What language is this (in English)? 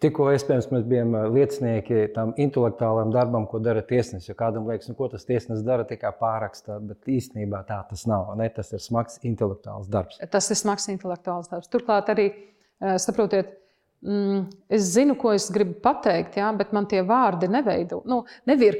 Latvian